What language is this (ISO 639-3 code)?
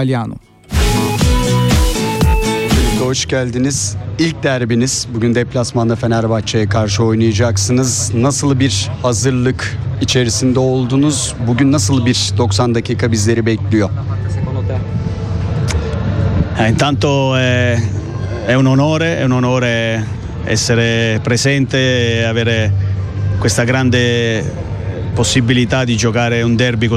tur